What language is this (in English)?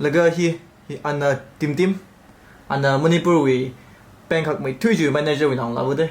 Tangkhul Naga (India)